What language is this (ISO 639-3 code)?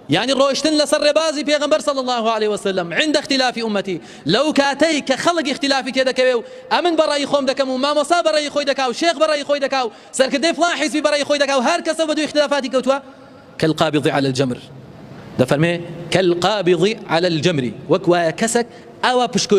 ckb